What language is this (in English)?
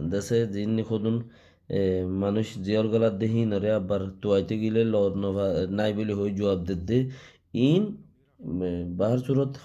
Rohingya